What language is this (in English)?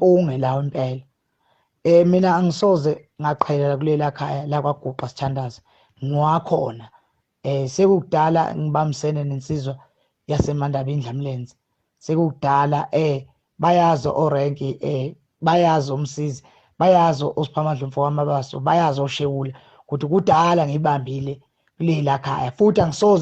Zulu